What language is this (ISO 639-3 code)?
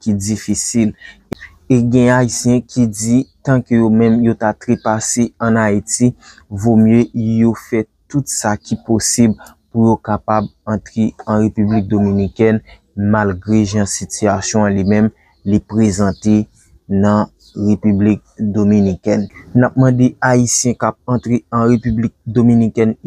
hat